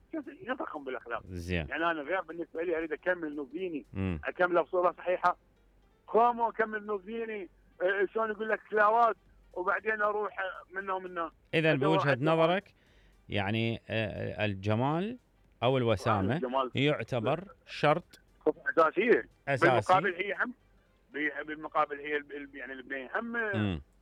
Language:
Mesopotamian Arabic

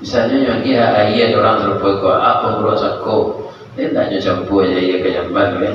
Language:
Minangkabau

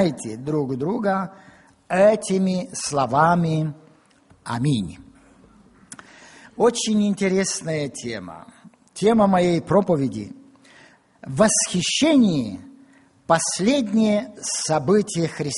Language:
Russian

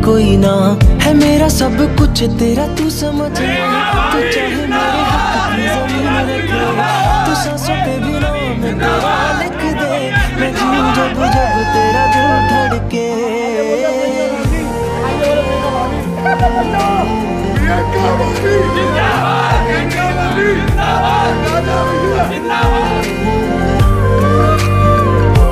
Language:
Hindi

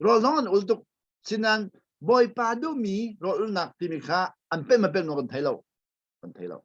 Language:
Hakha Chin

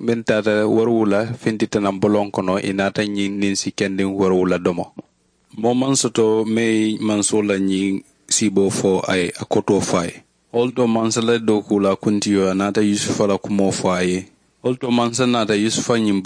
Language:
Mandingo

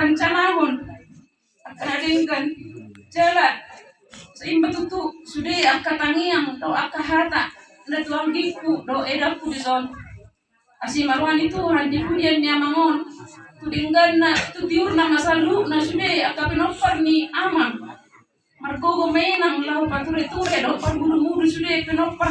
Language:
Batak Toba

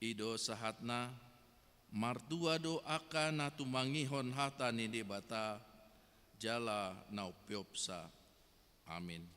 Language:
Batak Toba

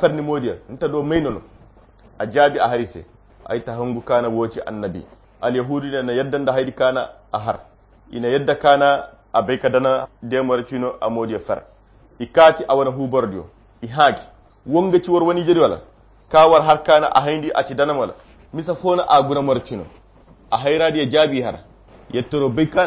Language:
Koyra Chiini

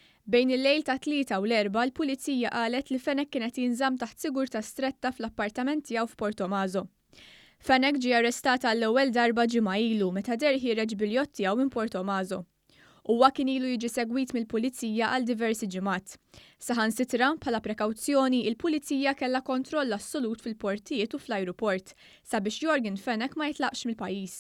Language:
Maltese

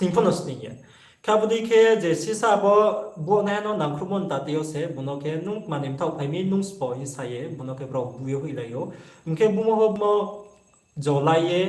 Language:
Riang (India)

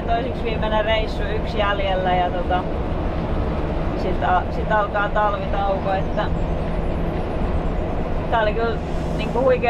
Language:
Finnish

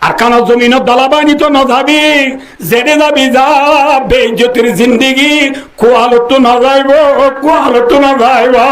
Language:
Rohingya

